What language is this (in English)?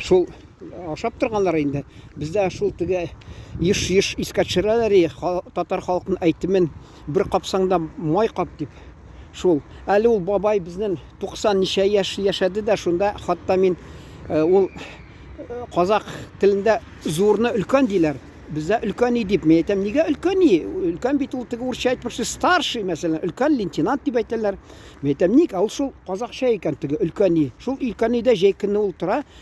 Tatar